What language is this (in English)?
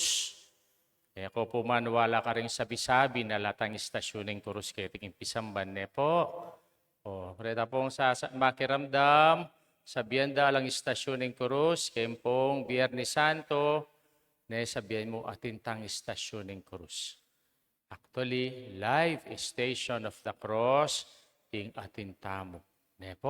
Pampanga